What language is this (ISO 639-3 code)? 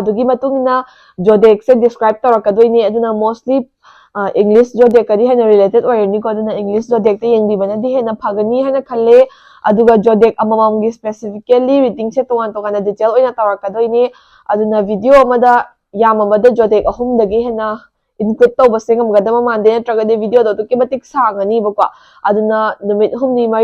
mni